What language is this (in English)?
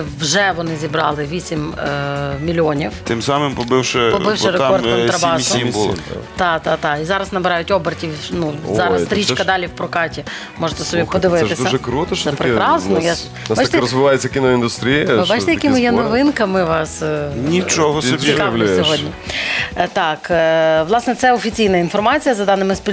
Ukrainian